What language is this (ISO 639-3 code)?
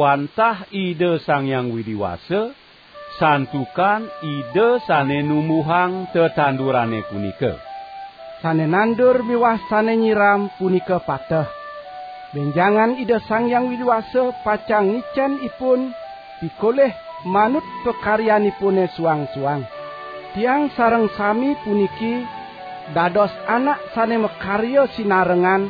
ban